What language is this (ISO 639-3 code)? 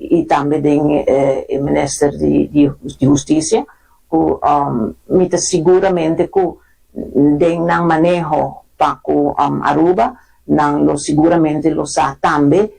pap